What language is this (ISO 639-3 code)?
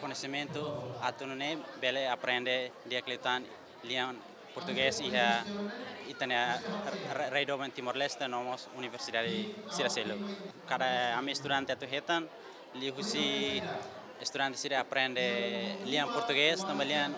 tet